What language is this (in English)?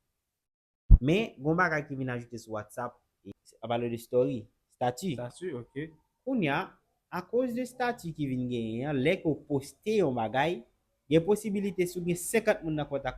Haitian Creole